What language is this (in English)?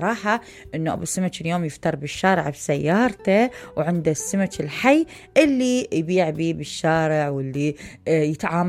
Mesopotamian Arabic